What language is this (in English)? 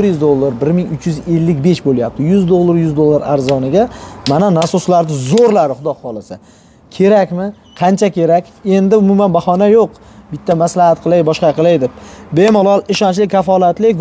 Uzbek